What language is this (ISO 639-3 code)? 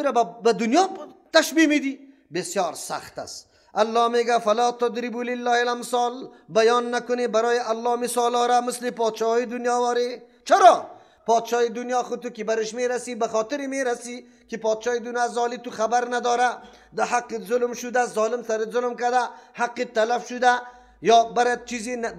fas